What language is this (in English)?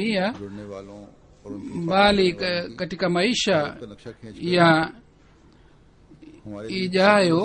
Swahili